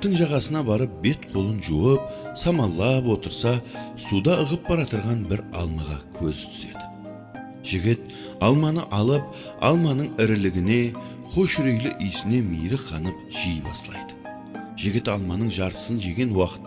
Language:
Kara-Kalpak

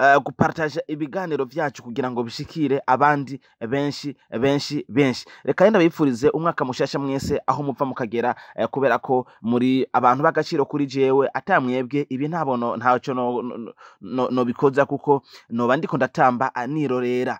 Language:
Rundi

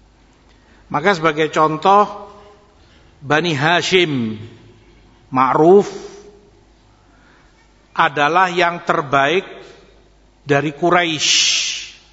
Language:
Indonesian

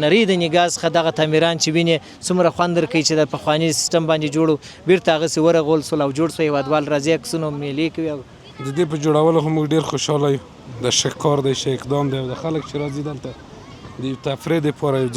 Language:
Pashto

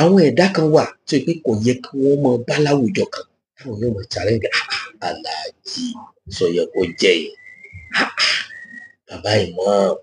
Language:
Yoruba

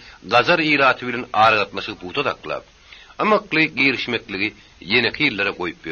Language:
Turkmen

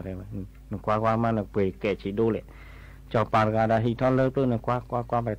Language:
S'gaw Karen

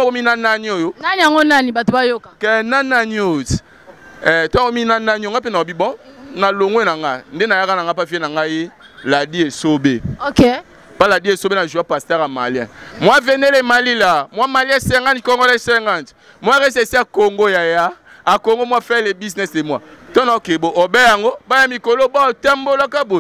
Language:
Lingala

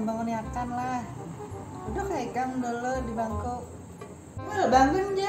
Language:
Banjar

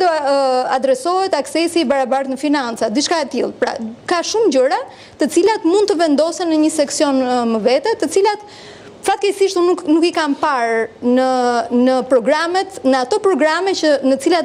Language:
Albanian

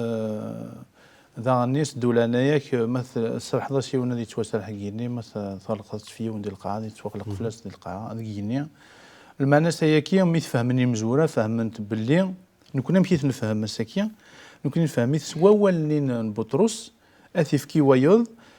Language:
Kabyle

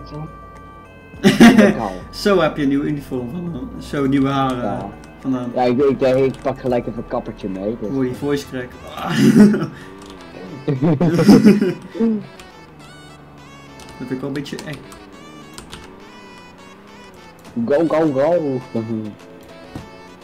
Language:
Dutch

